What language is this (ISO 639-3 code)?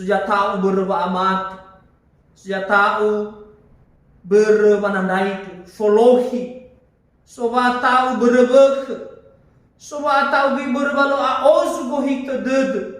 nia